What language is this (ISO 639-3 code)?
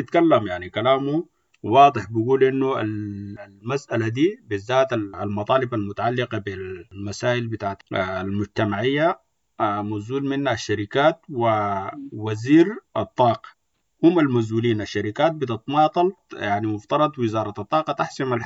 apd